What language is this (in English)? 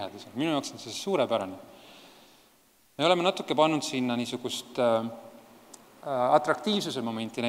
Estonian